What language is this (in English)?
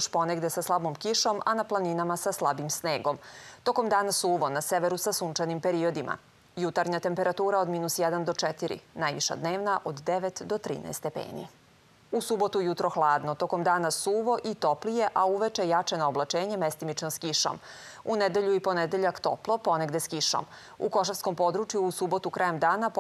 Serbian